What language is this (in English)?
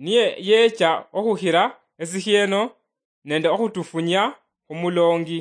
Luyia